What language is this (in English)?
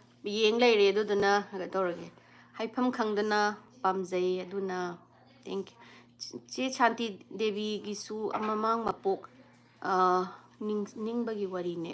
Manipuri